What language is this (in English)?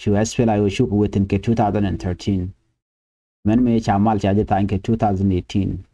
Nuer